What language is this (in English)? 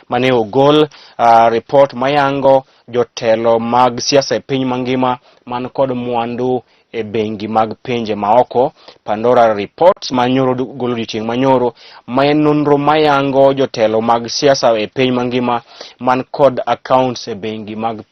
Luo (Kenya and Tanzania)